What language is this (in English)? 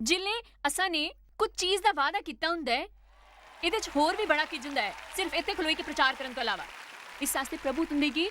Dogri